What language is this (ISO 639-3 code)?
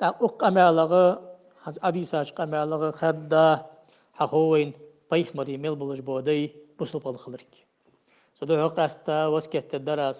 inh